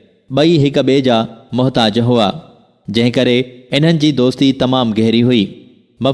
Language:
Sindhi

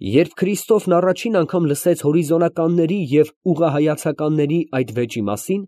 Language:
Armenian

